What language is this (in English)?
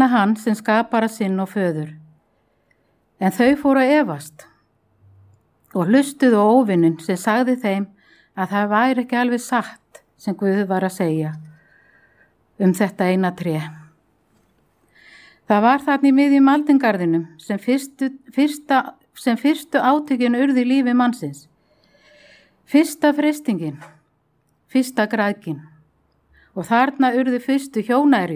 Icelandic